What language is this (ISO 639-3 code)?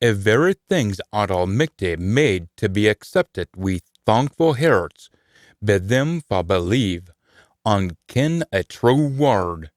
sco